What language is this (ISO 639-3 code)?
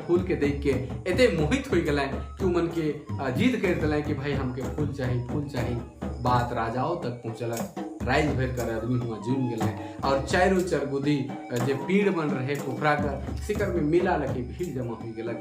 sck